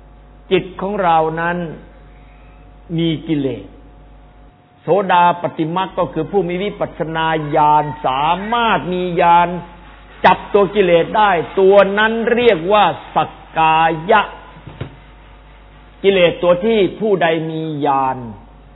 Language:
Thai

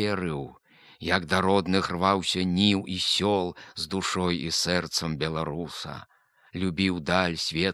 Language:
Belarusian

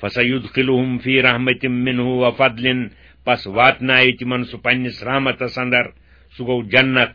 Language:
Kashmiri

